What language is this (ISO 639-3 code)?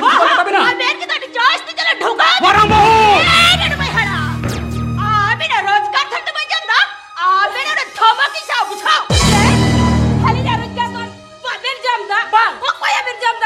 sat